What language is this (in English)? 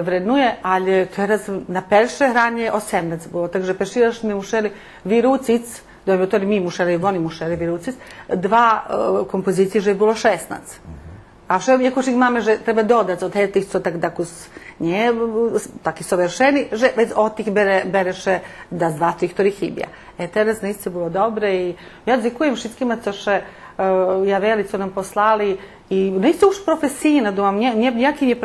Rusyn